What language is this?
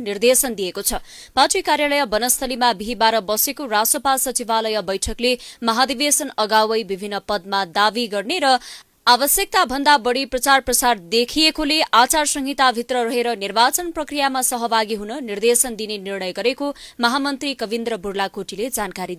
Nepali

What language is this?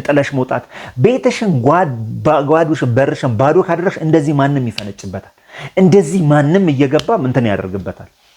Amharic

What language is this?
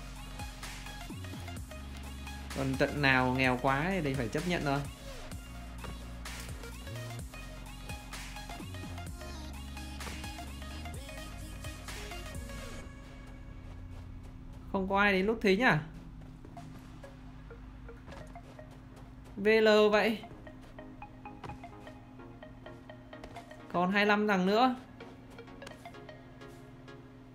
Vietnamese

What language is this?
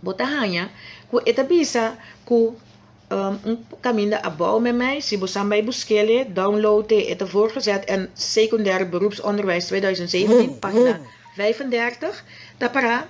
Papiamento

